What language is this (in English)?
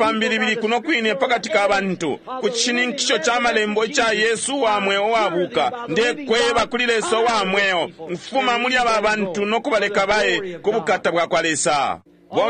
Bemba